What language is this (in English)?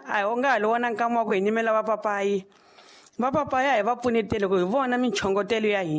Tsonga